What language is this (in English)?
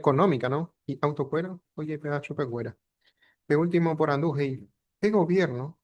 Guarani